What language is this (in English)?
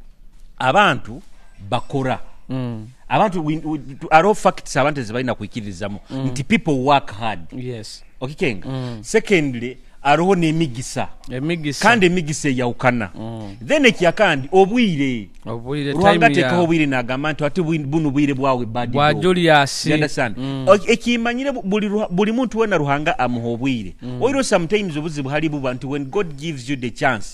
Nyoro